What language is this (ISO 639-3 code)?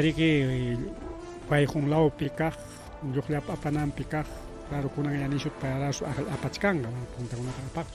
quy